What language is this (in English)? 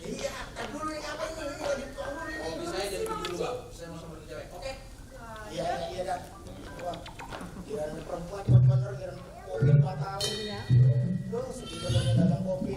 Betawi